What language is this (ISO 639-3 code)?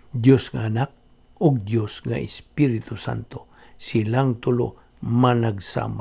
ceb